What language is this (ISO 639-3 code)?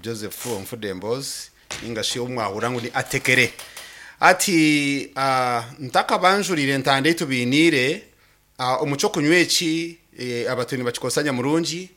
nyn